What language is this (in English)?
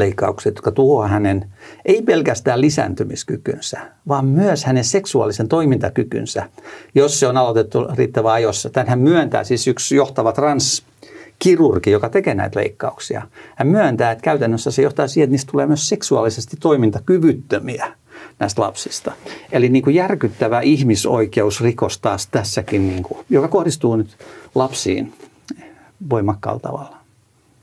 Finnish